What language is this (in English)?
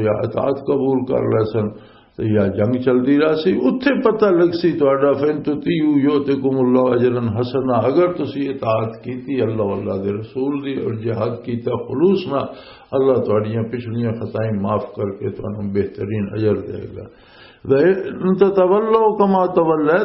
Western Panjabi